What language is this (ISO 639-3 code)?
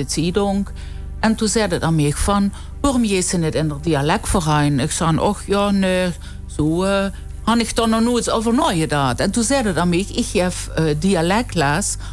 lim